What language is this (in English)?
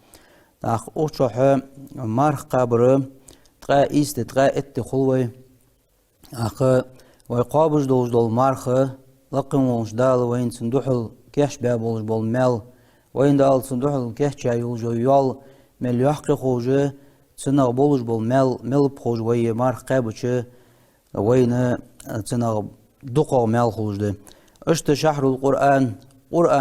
Ingush